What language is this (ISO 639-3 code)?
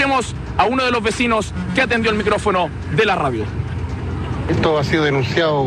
spa